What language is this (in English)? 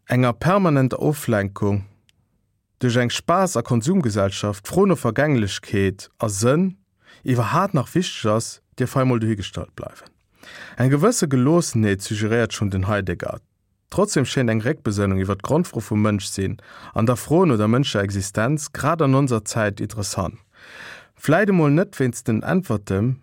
Luxembourgish